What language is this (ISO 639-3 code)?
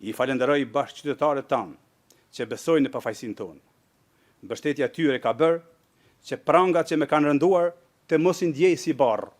sqi